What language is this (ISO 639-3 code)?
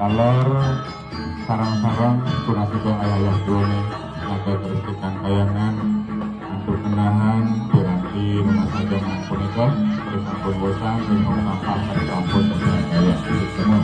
ban